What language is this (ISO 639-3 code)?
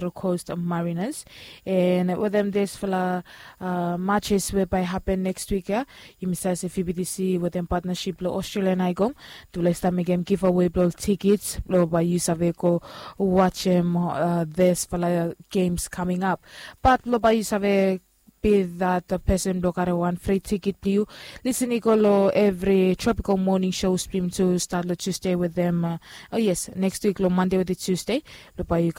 bis